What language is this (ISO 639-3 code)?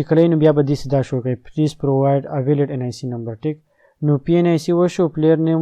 pus